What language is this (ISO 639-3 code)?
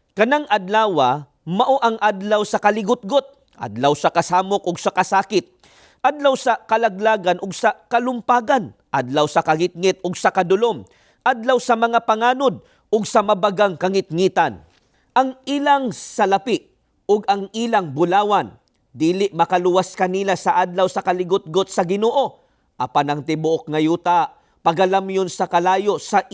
ceb